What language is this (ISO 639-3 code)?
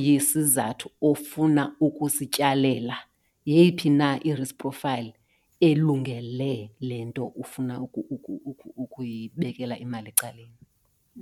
xho